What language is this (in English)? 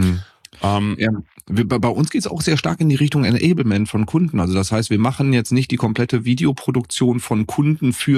German